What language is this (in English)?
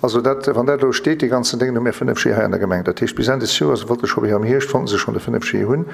Luxembourgish